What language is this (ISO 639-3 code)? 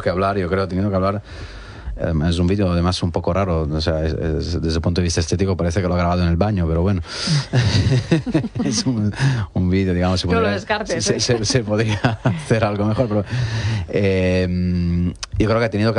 spa